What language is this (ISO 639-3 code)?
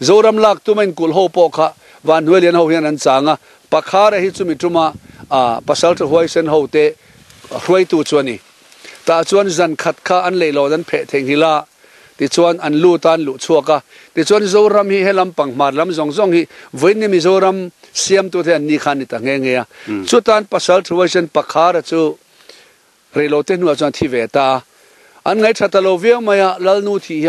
lus